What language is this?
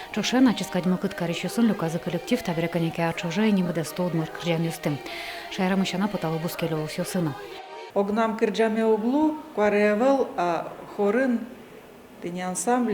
Udmurt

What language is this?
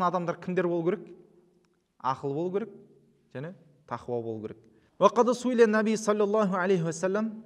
Kazakh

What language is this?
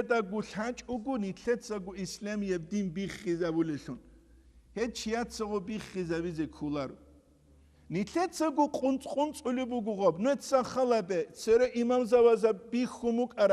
Avaric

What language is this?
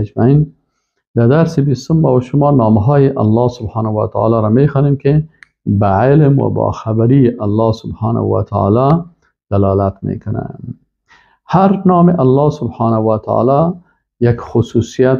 Persian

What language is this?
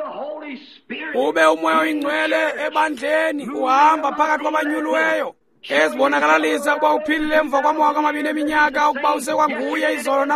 Xhosa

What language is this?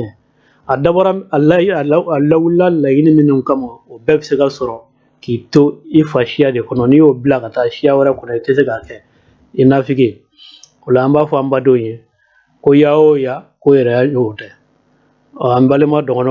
Bambara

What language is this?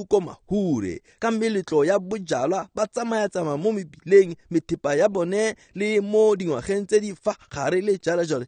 Tswana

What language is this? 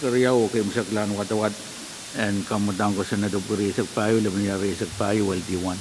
Pohnpeian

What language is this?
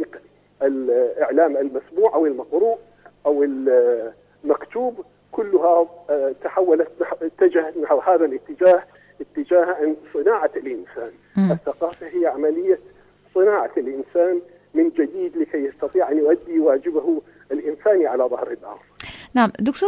Arabic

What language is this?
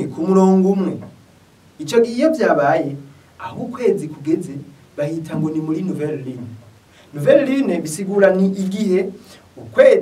Rundi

